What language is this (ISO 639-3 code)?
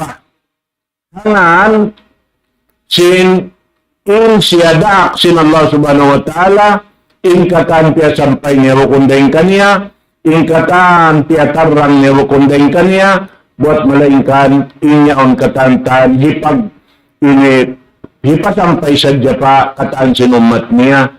tsg